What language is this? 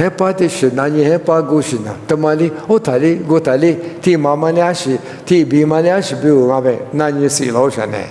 Lisu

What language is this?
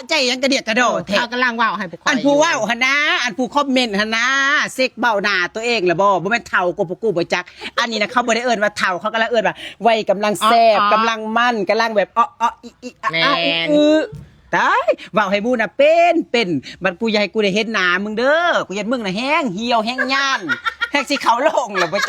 Lao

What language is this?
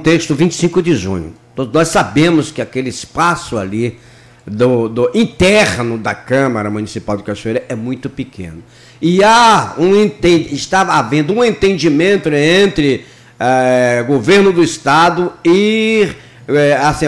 Portuguese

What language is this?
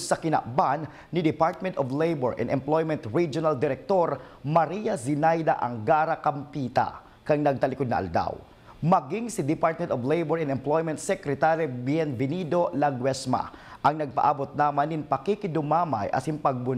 Bikol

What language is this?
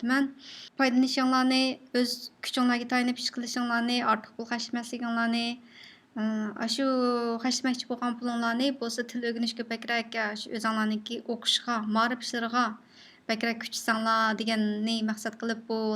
Uyghur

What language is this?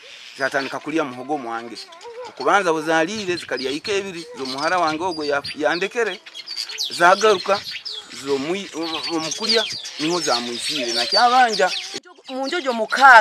Nyankole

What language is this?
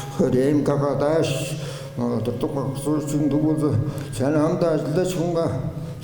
Tuvinian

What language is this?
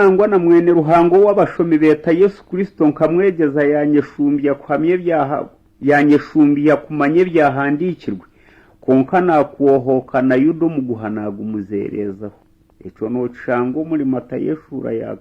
Nyankole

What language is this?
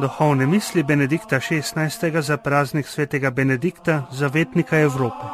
Slovenian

